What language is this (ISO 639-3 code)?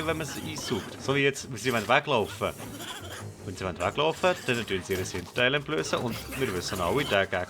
gsw